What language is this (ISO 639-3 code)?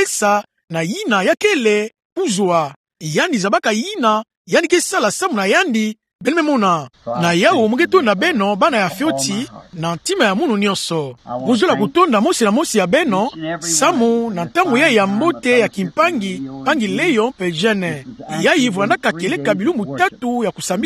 ktu